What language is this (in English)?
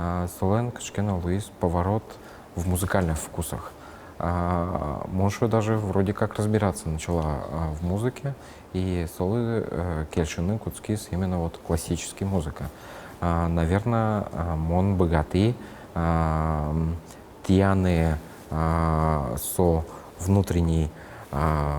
Udmurt